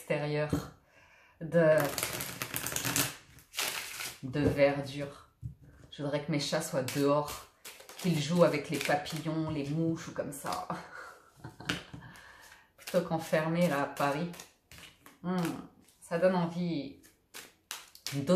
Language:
French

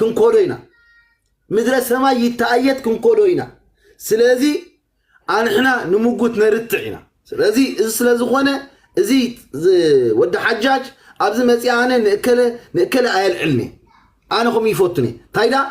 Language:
Tigrinya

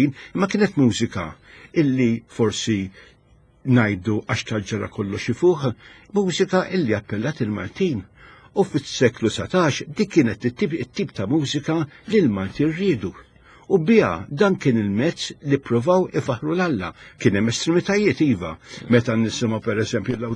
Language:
Maltese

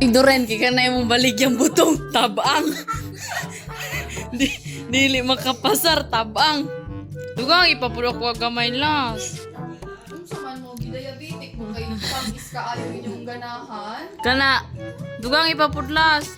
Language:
Cebuano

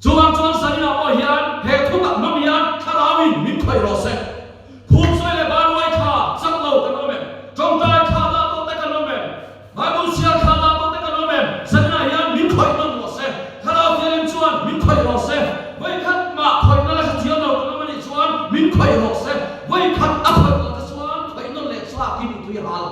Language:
Mizo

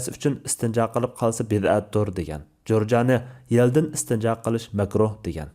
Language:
Uyghur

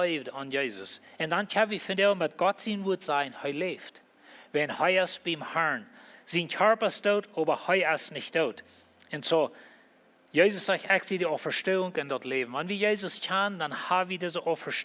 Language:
Plautdietsch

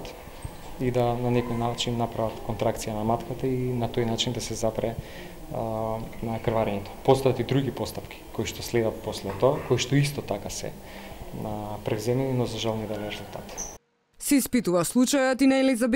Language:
Macedonian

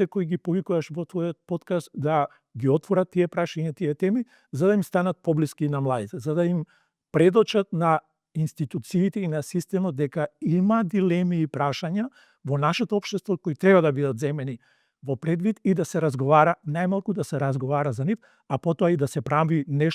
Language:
Macedonian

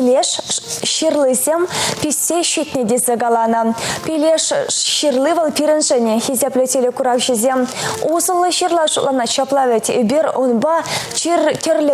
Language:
Chuvash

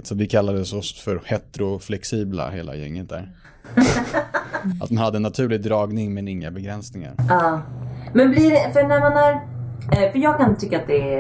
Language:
Swedish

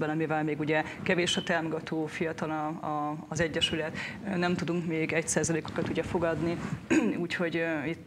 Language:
Hungarian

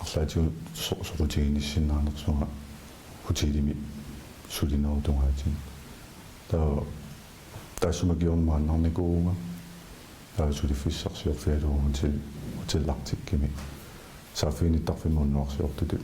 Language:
Kalaallisut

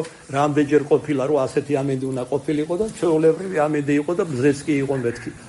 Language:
Georgian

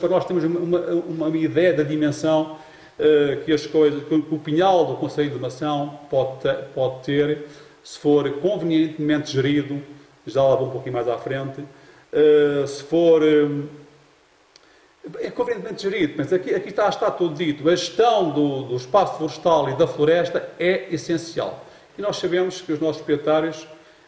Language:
Portuguese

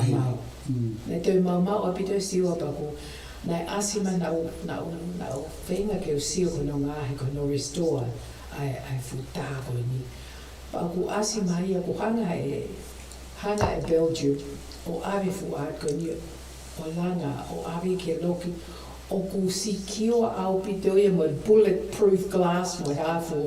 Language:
Tongan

